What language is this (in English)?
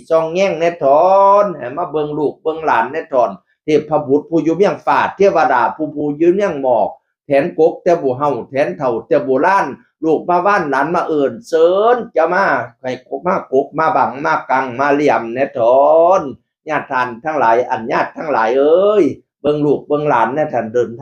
Northeastern Thai